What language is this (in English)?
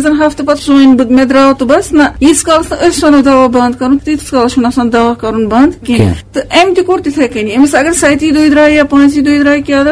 Kashmiri